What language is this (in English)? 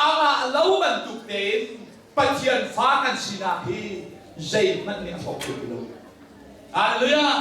Hakha Chin